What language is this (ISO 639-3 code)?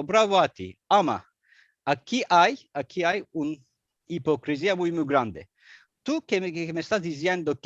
lad